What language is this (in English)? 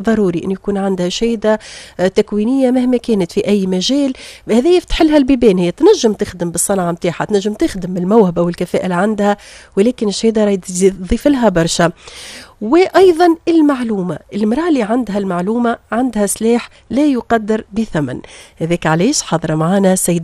Tunisian Arabic